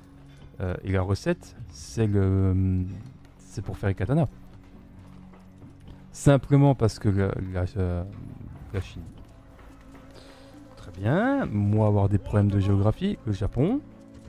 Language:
French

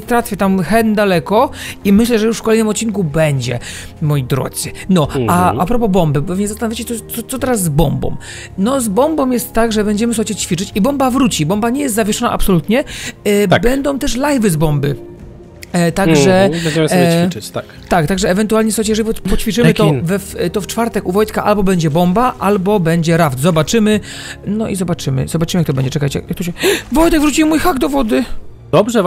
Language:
Polish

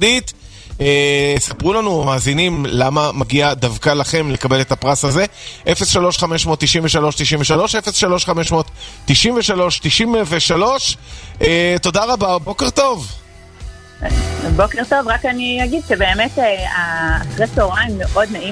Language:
Hebrew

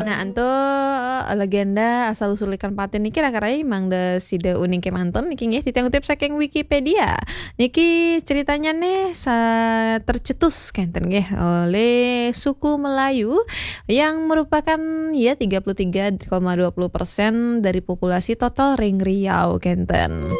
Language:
Balinese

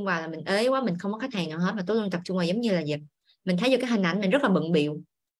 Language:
Vietnamese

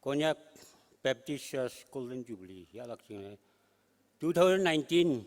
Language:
Konyak Naga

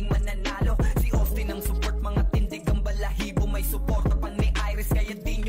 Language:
Filipino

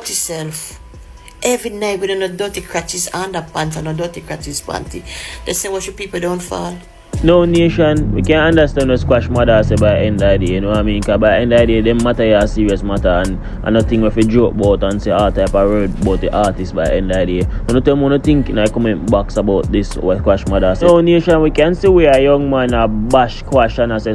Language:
Jamaican Creole English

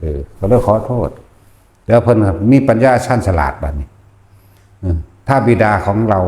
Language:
Northeastern Thai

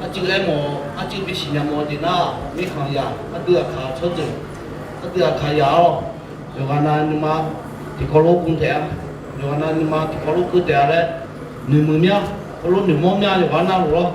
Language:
Akha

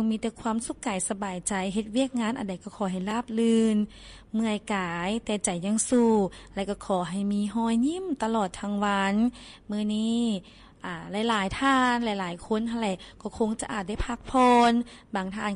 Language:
Lao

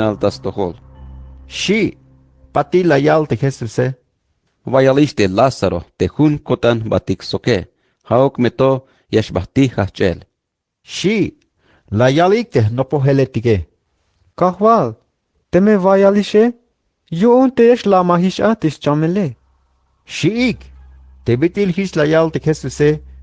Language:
Tzeltal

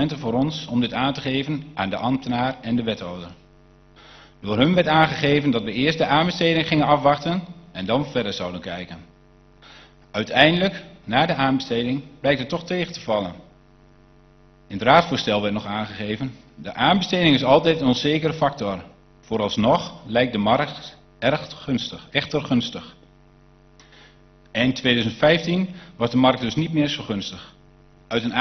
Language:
Dutch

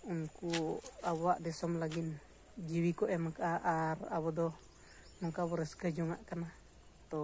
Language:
Santali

